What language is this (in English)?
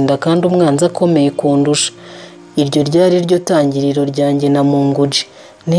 Kinyarwanda